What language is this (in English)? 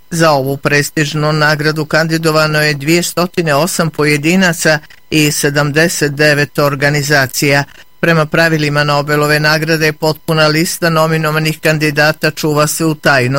Bosnian